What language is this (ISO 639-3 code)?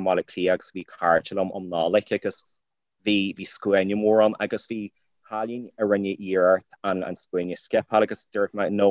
gle